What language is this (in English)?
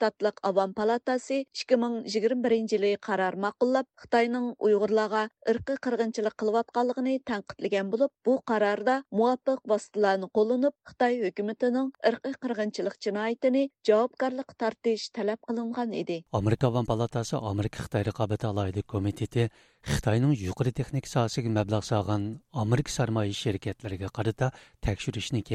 Uyghur